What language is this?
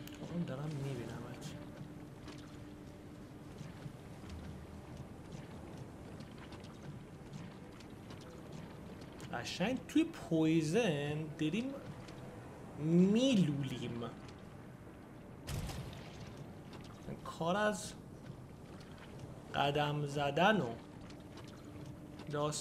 Persian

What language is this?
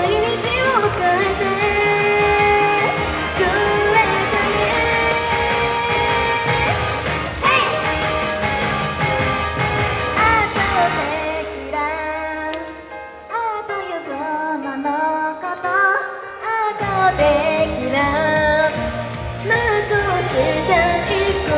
Japanese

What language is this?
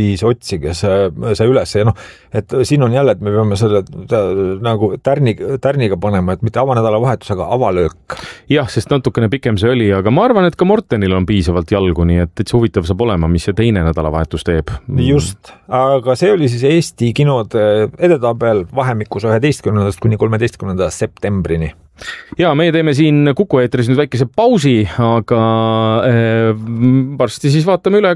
Estonian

